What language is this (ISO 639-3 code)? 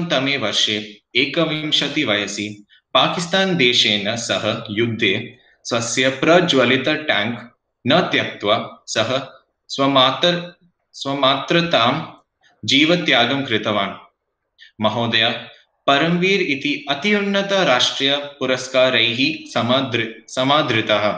san